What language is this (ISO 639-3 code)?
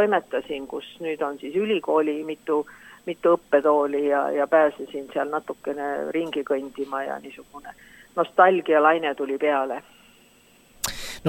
est